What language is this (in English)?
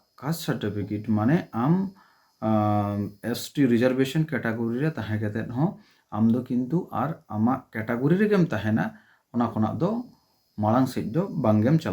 Santali